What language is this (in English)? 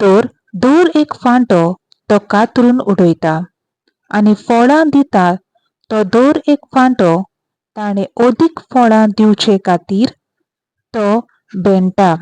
Konkani